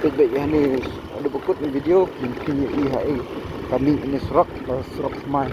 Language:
Khasi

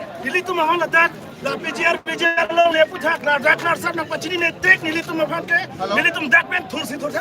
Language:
Karbi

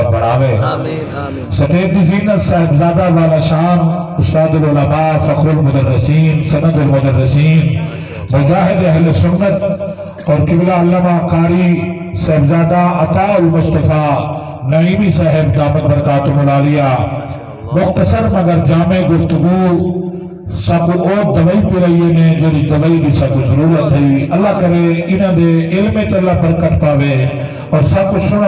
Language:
Saraiki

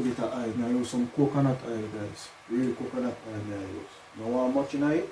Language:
Jamaican Creole English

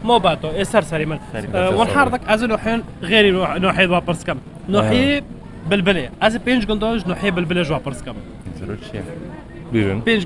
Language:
Kurdish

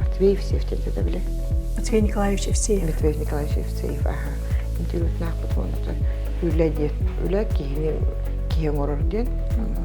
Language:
Yakut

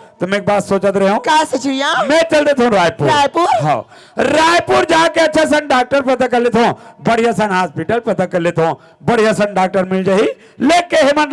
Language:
Chhattisgarhi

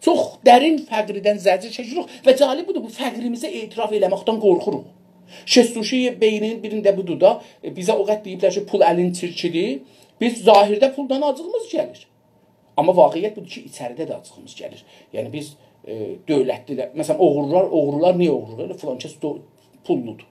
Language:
South Azerbaijani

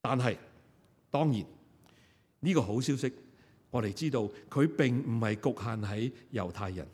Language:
Cantonese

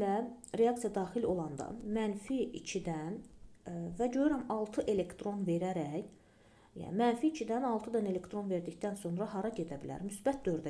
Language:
Azerbaijani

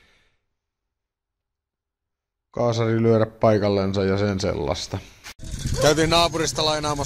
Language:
Finnish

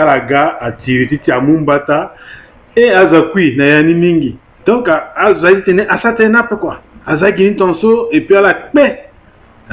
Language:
Sango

